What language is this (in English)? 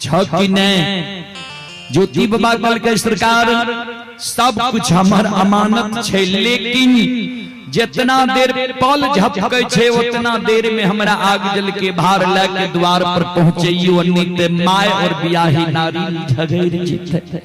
Maithili